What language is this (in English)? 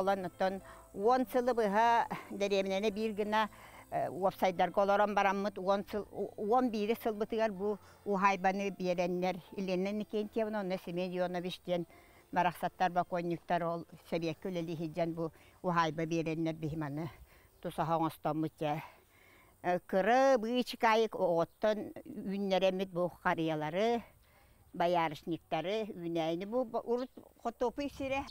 Yakut